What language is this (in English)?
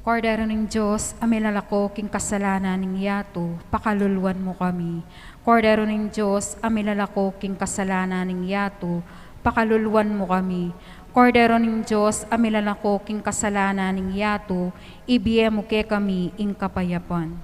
Pampanga